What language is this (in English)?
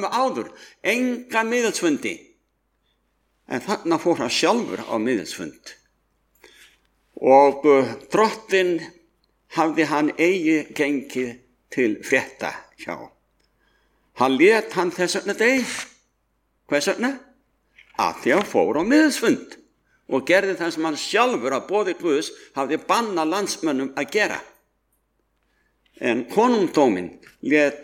Icelandic